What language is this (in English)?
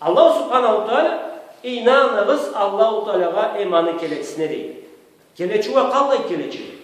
Karachay-Balkar